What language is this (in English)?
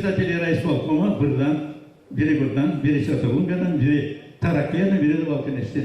Gagauz